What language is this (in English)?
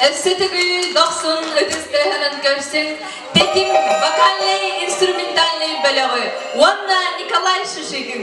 Yakut